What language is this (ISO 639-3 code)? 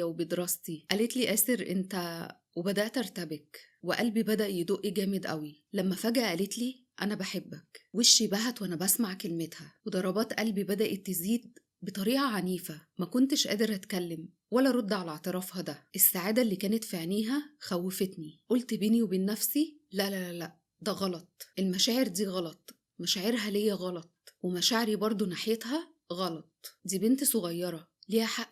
arz